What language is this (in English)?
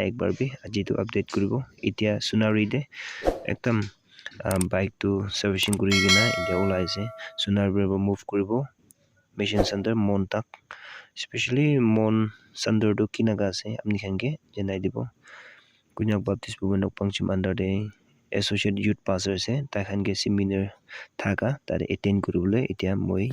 Naga Pidgin